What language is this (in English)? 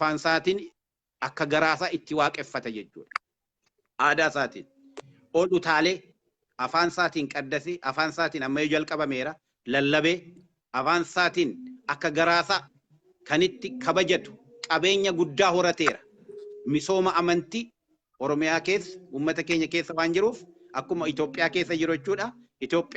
Oromo